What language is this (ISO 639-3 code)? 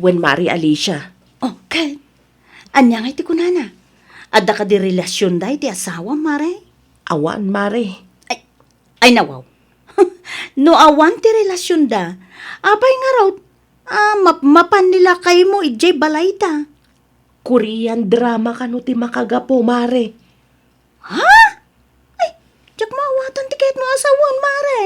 ilo